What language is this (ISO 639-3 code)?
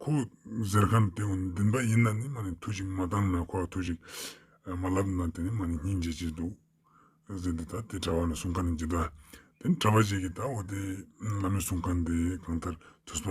lbj